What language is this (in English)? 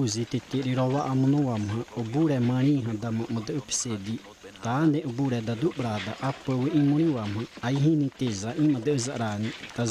Xavánte